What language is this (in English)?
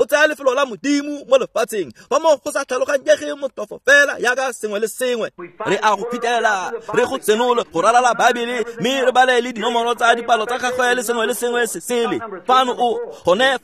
Tswana